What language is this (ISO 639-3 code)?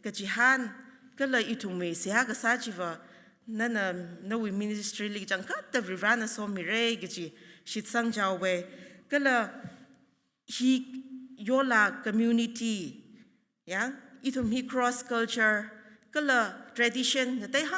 nmf